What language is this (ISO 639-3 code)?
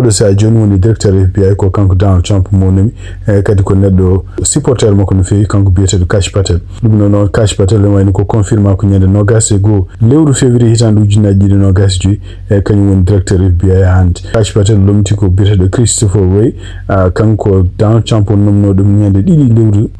ful